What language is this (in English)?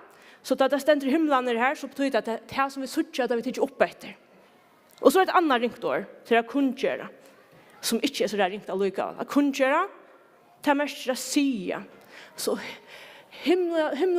Faroese